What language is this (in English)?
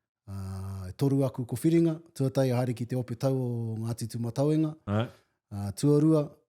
Māori